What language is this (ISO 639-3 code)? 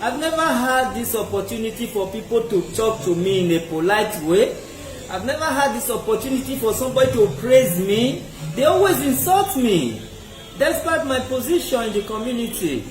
pcm